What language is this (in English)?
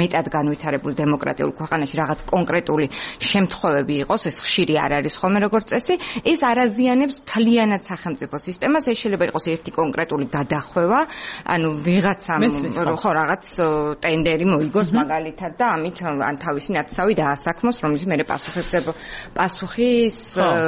Georgian